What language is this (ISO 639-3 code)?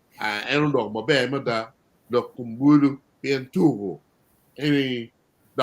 ach